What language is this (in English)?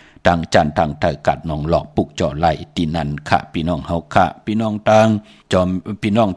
Shan